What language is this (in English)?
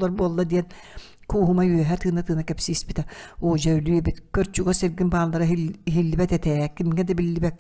Yakut